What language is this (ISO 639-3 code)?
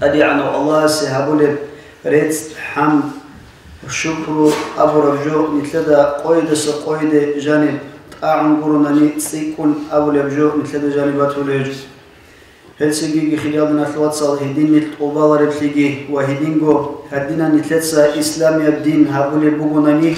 ava